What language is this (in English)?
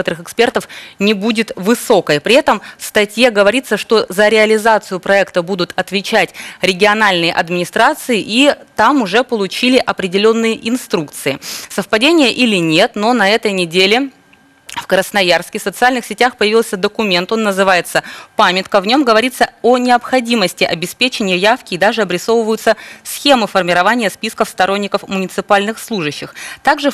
Russian